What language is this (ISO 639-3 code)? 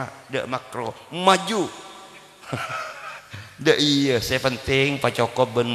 mad